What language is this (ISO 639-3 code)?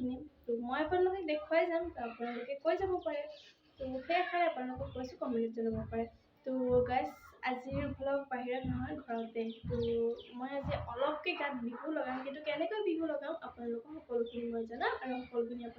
asm